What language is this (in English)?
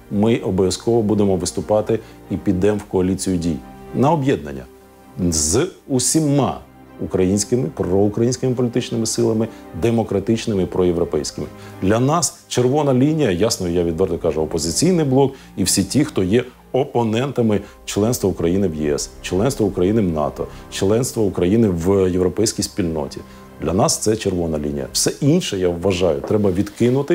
Ukrainian